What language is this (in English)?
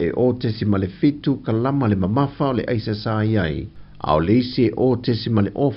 Samoan